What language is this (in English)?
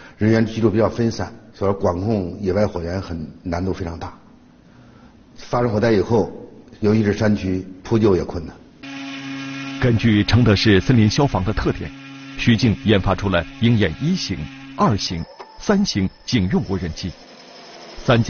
Chinese